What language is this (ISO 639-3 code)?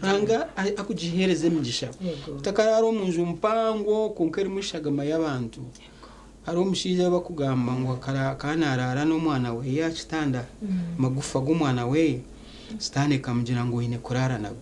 nyn